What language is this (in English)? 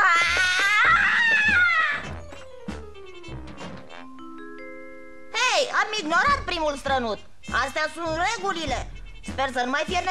Romanian